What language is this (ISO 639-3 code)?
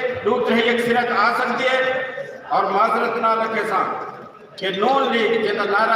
skr